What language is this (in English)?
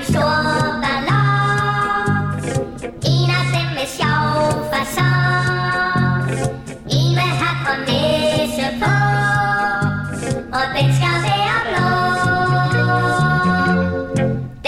Danish